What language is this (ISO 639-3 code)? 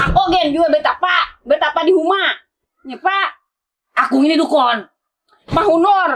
bjn